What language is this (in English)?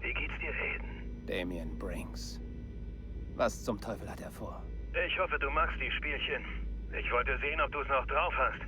Bavarian